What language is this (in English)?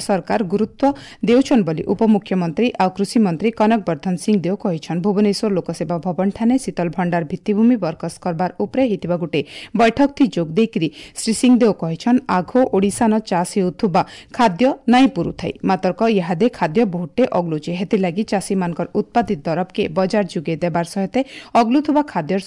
Odia